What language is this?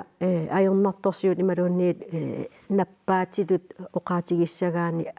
Kalaallisut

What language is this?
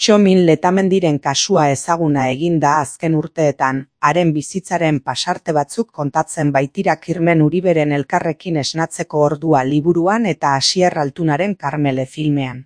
Basque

